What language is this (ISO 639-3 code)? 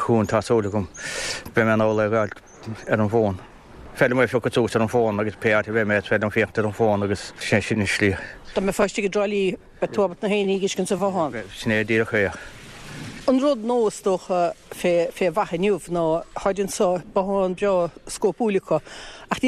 gle